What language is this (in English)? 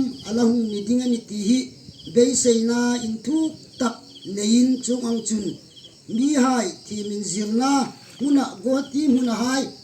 Hmar